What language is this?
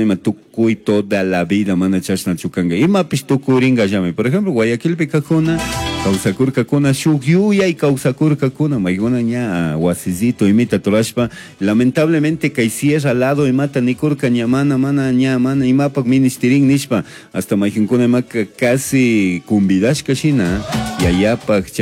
Chimborazo Highland Quichua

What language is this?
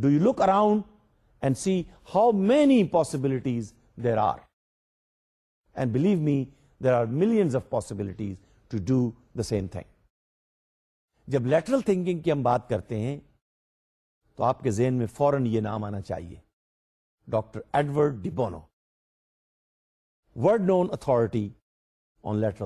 Urdu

